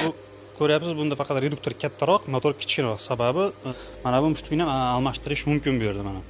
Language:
Uzbek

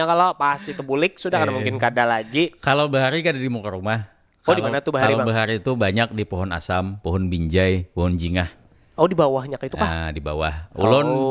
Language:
Banjar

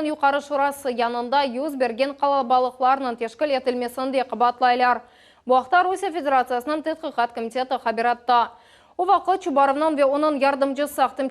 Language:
Crimean Tatar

